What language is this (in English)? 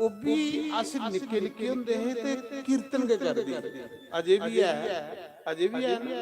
Dogri